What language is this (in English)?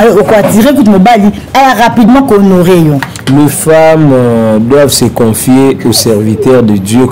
Lingala